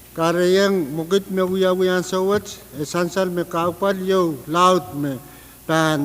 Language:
Pohnpeian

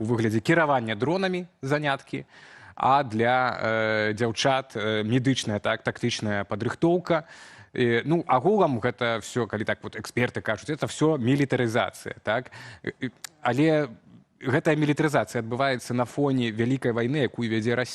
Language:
Belarusian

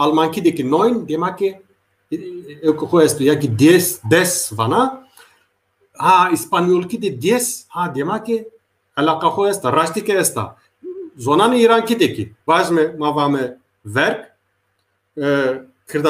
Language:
Zaza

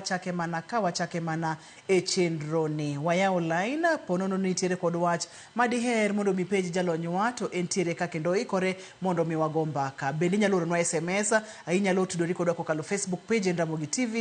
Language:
Luo (Kenya and Tanzania)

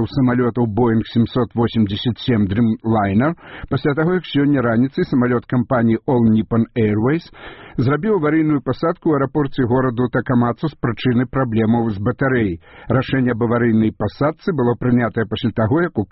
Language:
Belarusian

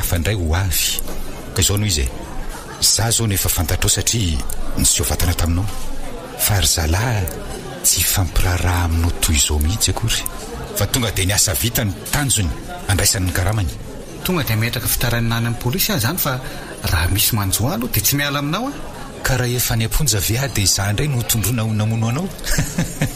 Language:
Malagasy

